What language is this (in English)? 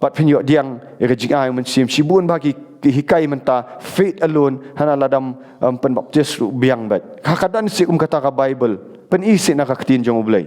Khasi